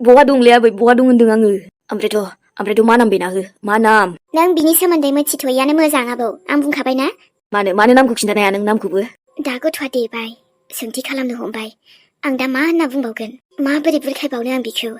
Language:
Bodo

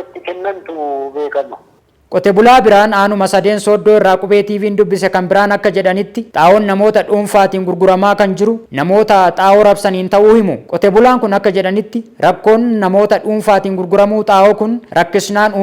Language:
Oromo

